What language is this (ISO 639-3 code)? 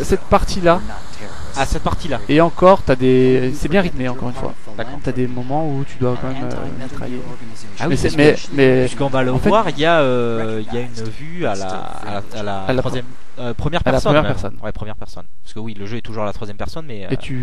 fra